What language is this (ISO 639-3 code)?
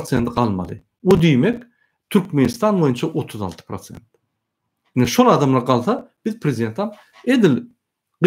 tuk